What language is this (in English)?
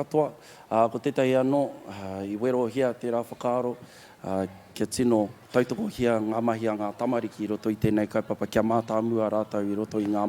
Māori